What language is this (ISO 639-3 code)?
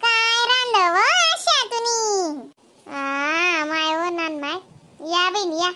khn